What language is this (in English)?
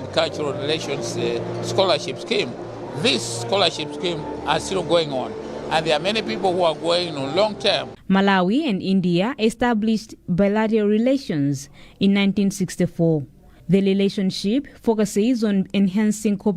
English